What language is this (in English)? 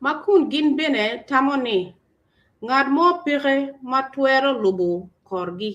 Acoli